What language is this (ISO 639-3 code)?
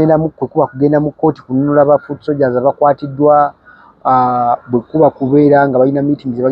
lug